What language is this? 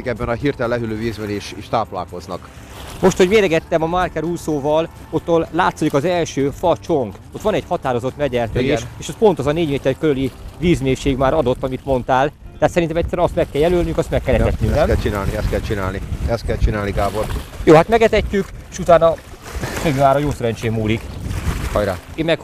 Hungarian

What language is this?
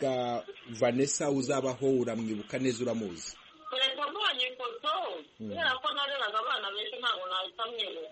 Kinyarwanda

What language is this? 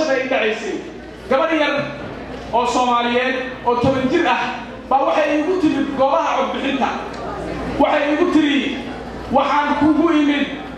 Somali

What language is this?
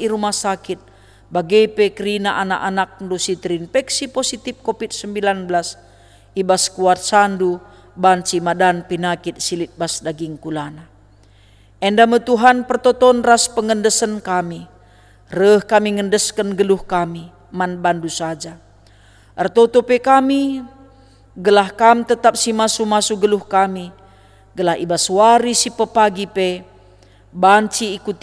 Batak Karo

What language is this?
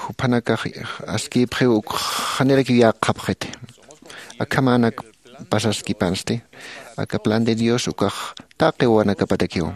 Aymara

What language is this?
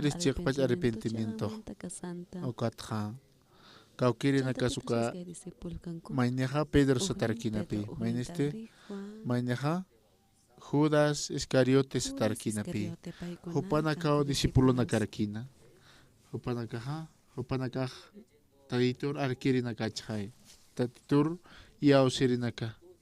Aymara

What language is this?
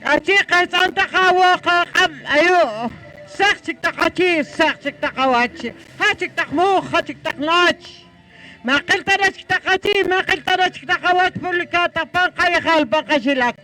Poqomchi'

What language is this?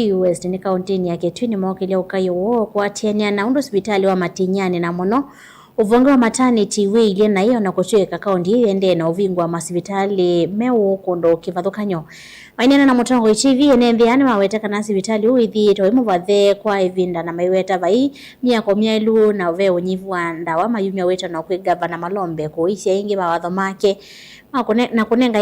Kamba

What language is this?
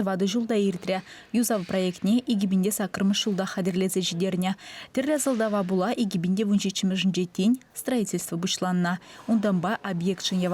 Chuvash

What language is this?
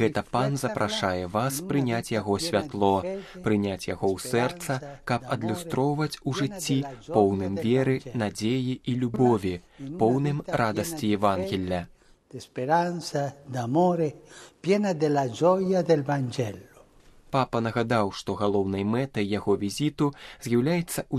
Belarusian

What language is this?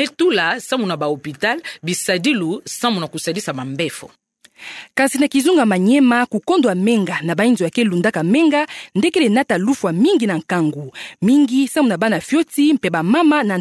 Kituba (Democratic Republic of Congo)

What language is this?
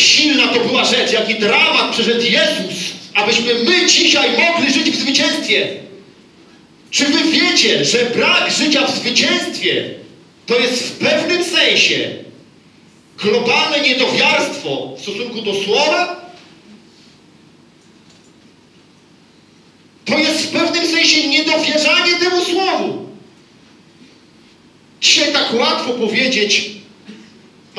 Polish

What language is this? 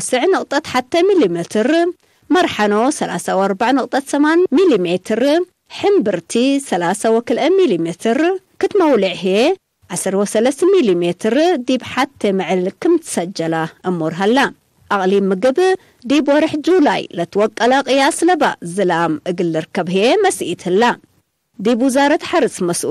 Tigre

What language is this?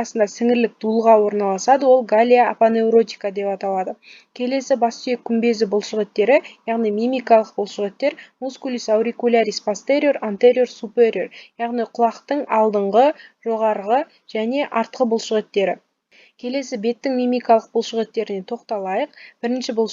Kazakh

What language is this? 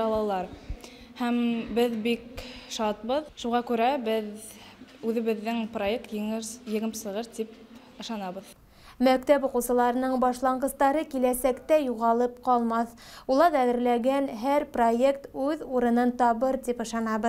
Bashkir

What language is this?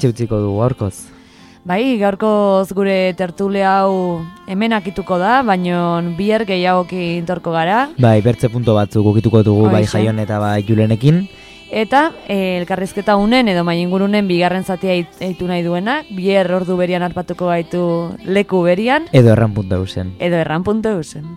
Basque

